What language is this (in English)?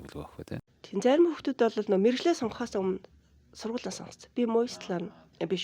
Mongolian